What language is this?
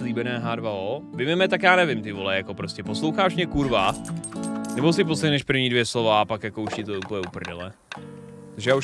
Czech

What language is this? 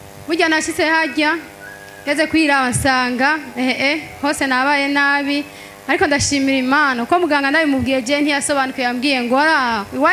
Rundi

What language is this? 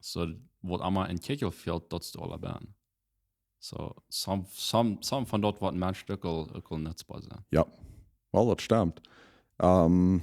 Plautdietsch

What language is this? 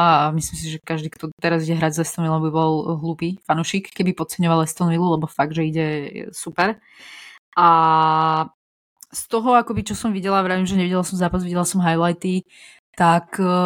Slovak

